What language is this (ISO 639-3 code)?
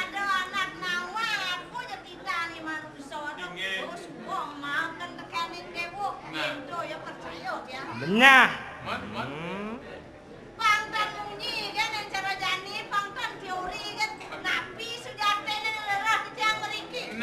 ban